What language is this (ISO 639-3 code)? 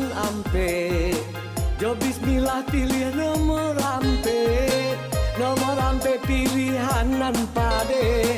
min